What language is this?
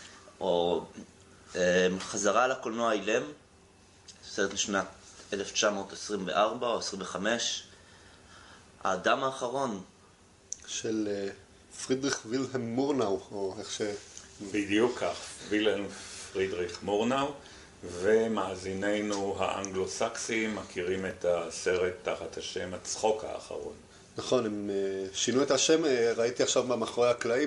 Hebrew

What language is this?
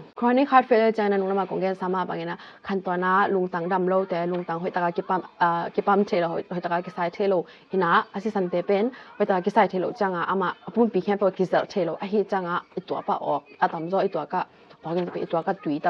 Tedim Chin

